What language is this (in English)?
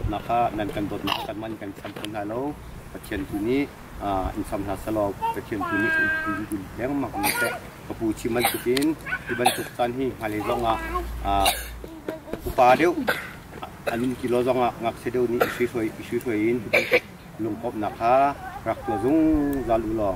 Hakha Chin